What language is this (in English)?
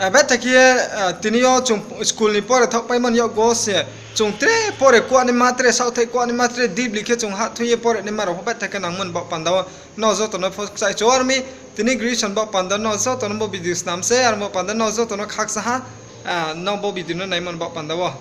Riang (India)